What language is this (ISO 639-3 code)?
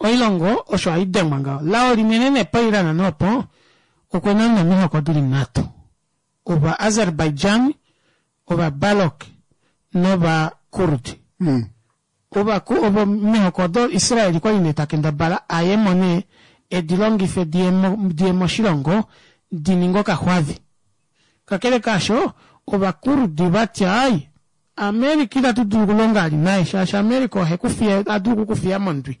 kua